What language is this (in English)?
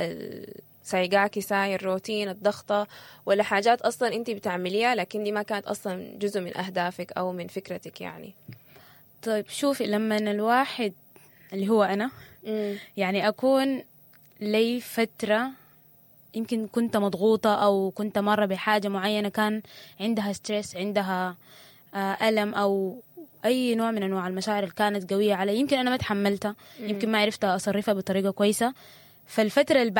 Sudanese Arabic